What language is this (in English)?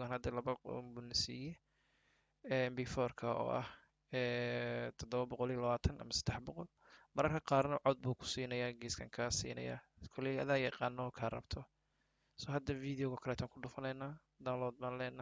Somali